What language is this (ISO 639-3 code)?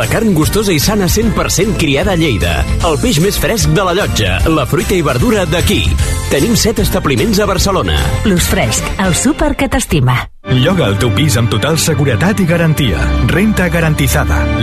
cat